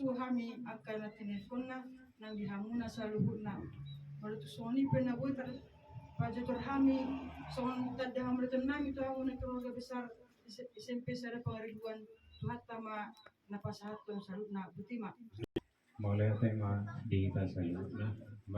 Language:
Batak Toba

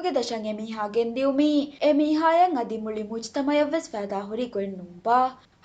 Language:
Divehi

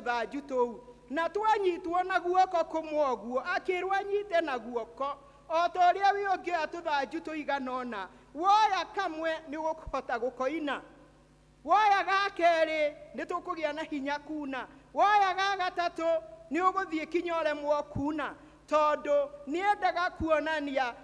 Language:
Kikuyu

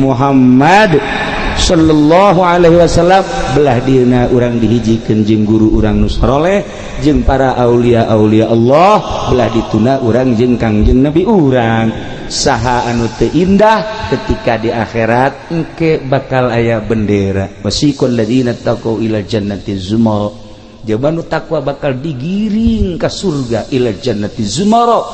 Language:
Sundanese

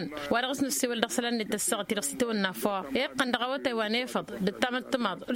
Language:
Tamasheq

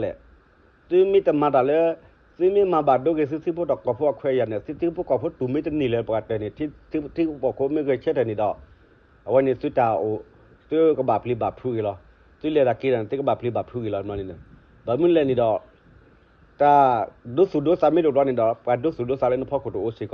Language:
S'gaw Karen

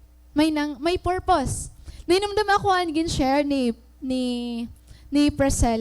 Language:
Waray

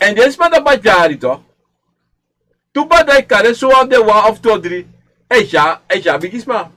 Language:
Sranan Tongo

